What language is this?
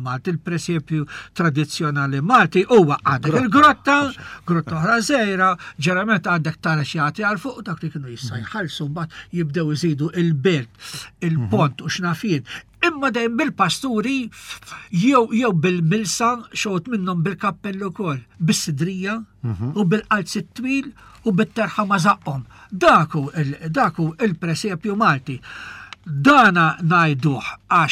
Maltese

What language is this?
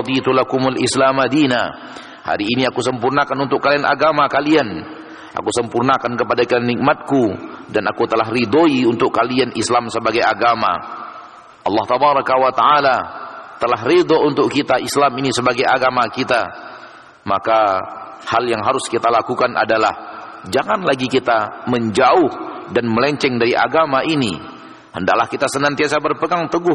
Indonesian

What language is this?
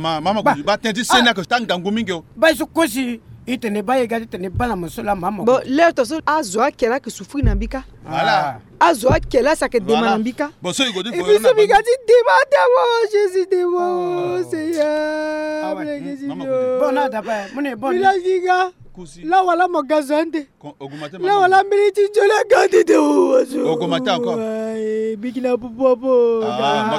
Sango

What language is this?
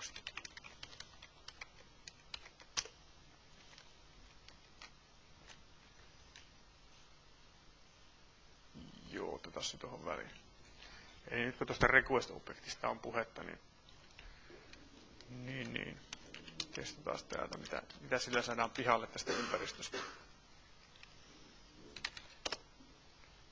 Finnish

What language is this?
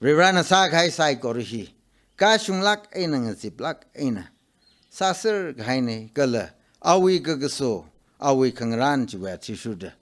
Tangkhul Naga (India)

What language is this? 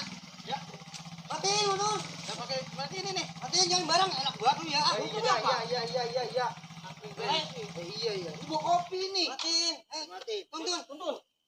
Betawi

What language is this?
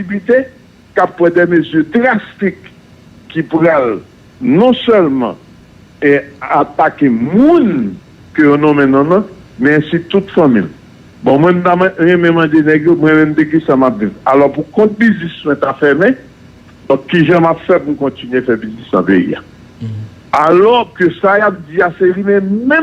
Haitian Creole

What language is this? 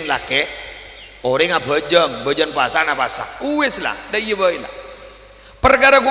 Madurese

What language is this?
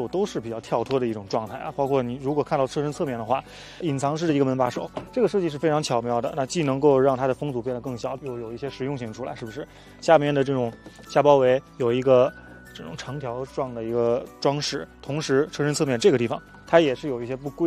Chinese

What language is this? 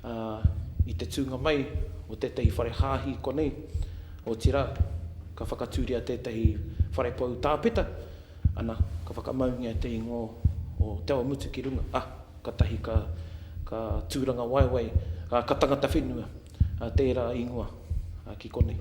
Māori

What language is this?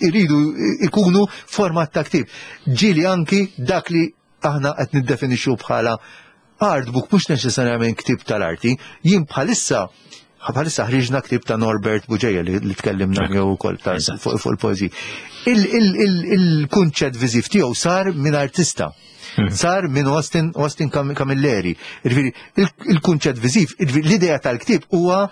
Maltese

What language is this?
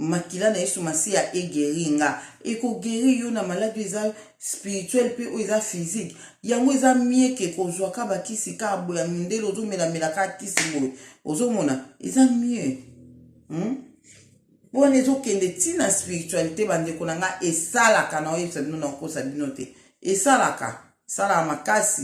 Lingala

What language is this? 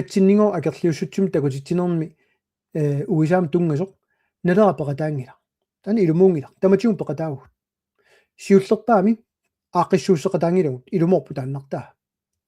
Kalaallisut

